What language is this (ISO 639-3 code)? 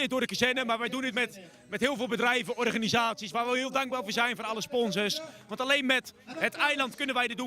pap